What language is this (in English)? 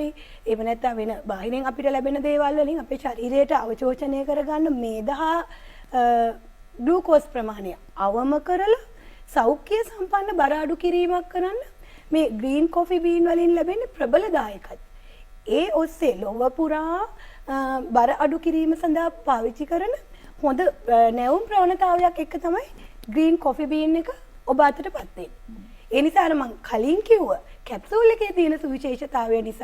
Sinhala